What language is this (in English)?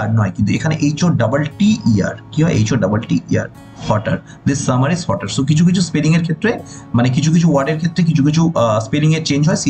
Bangla